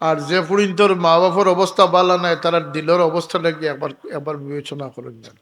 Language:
Sylheti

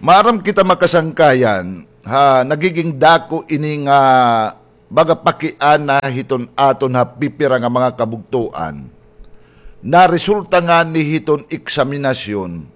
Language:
Waray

